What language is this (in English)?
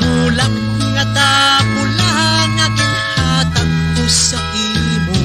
Hiligaynon